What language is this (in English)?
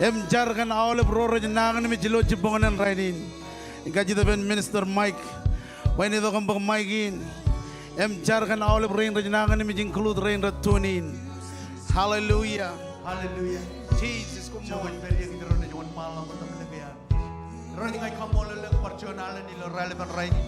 Marshallese